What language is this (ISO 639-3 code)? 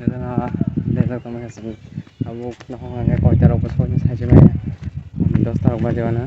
trp